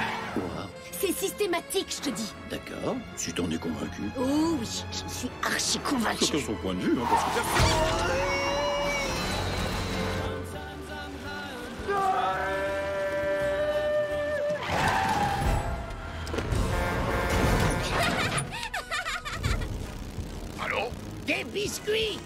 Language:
French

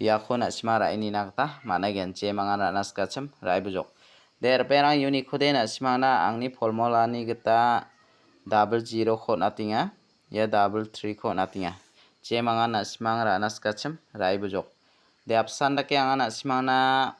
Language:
Garo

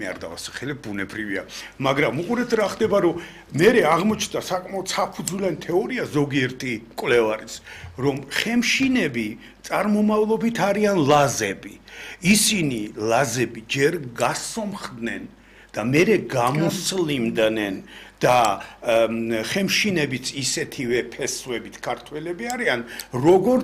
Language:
Georgian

